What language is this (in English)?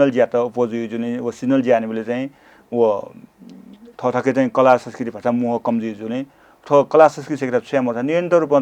Newari